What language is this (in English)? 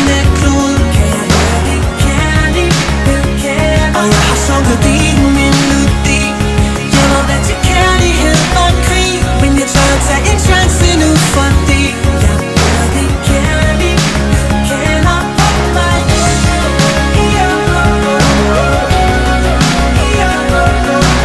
Danish